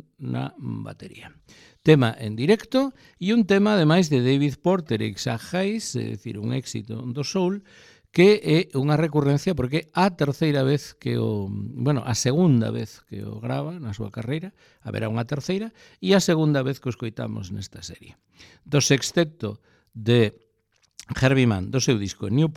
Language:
Galician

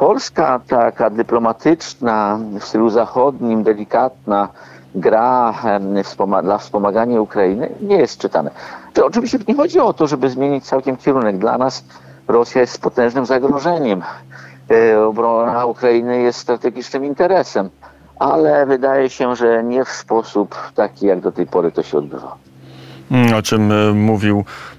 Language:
Polish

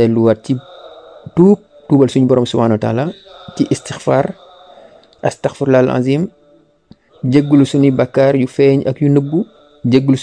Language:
Wolof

